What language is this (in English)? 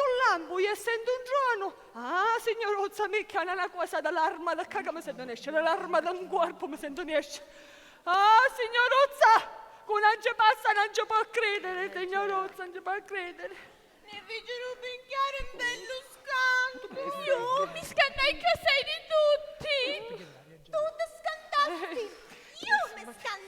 Sicilian